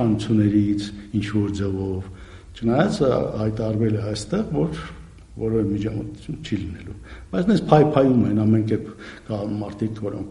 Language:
Armenian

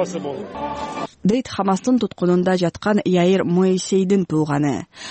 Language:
Kyrgyz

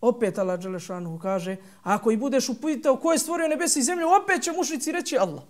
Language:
Bosnian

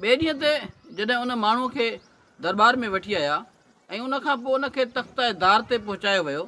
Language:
Sindhi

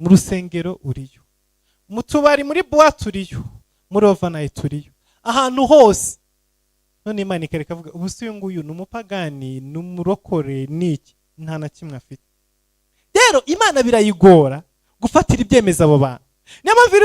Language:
Kinyarwanda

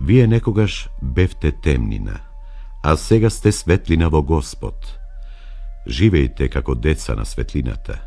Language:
Macedonian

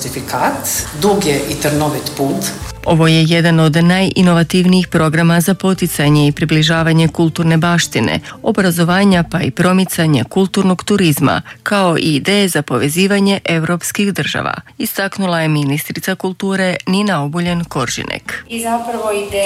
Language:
Croatian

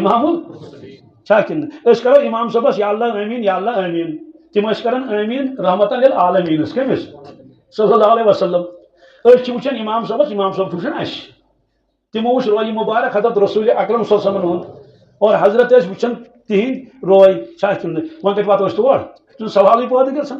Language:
Kashmiri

